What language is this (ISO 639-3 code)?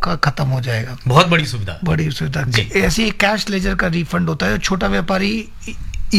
hin